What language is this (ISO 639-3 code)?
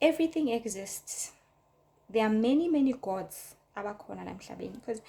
zul